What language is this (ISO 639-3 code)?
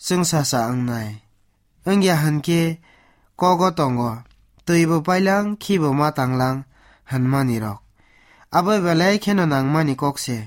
trp